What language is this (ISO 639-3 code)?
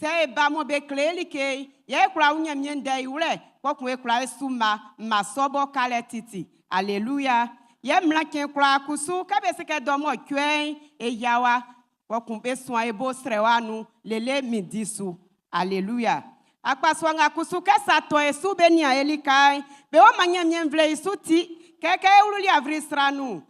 bci